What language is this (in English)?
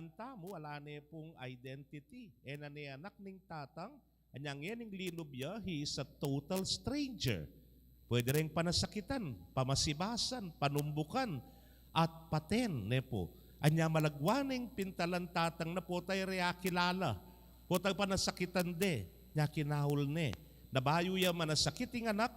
Pampanga